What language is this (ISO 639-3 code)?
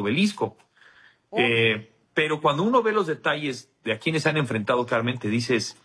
spa